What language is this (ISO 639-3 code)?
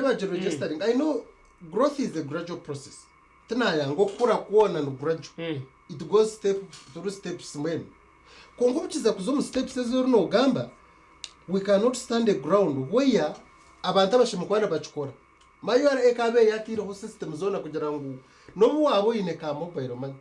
nyn